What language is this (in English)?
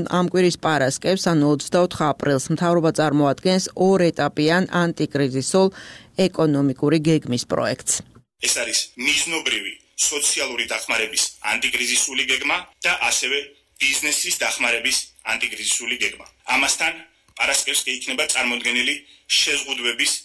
Georgian